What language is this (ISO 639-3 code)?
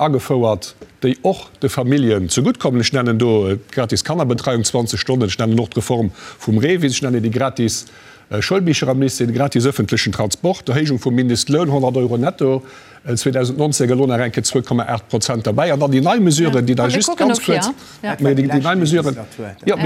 ltz